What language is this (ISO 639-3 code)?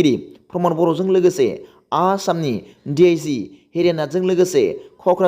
brx